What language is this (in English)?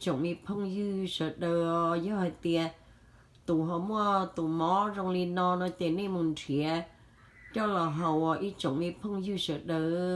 Hmong